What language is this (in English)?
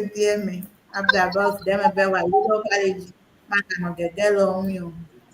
Ewe